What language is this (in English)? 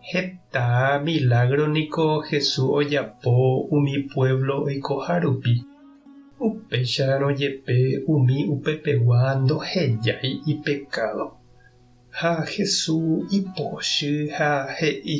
Guarani